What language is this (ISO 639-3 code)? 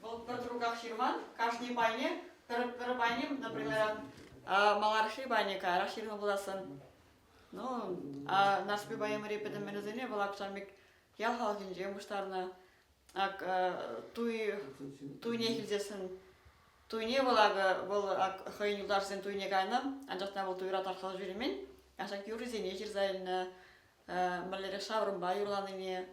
chv